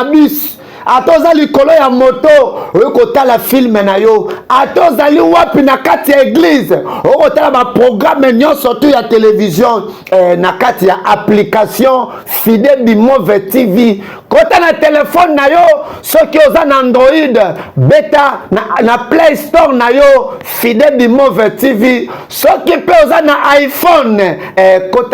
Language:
Lingala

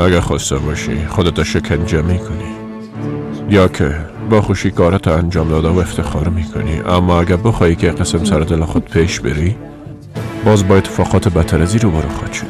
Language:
Persian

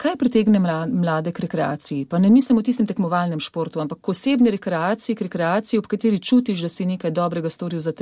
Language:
Slovenian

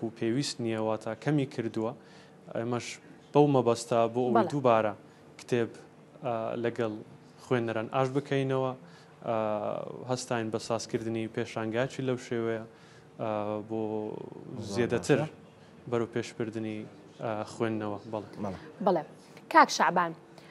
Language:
Central Kurdish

